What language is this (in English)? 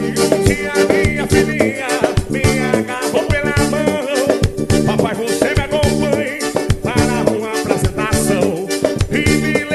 Portuguese